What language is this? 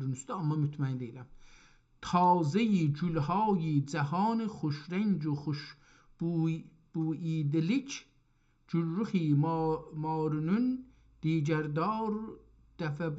South Azerbaijani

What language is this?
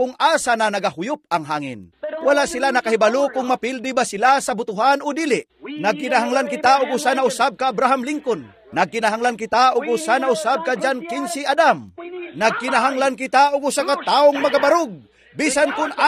Cebuano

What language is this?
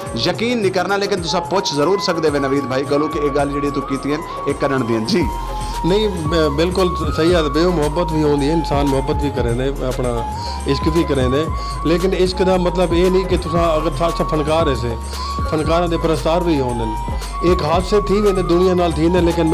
Saraiki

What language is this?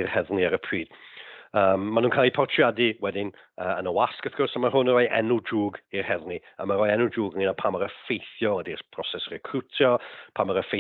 Welsh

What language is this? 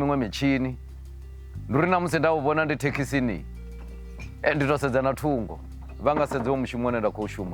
Venda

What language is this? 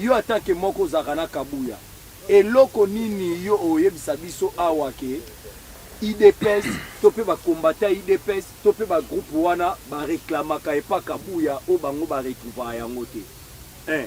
Lingala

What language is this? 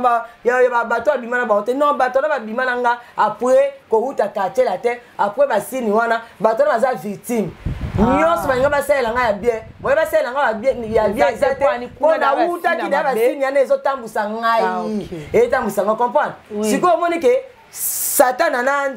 Lingala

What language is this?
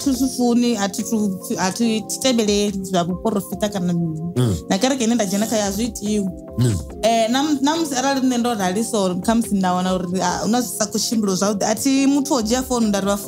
Venda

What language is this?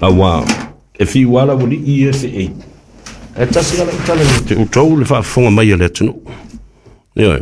Samoan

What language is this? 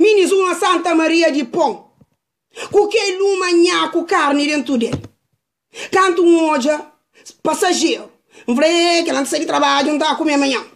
Kabuverdianu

